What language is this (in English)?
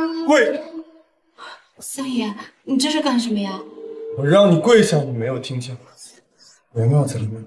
Chinese